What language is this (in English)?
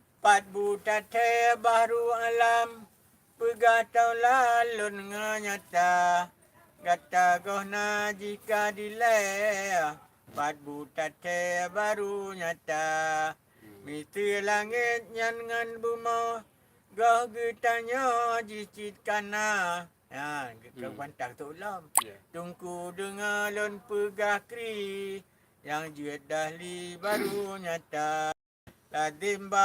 Achinese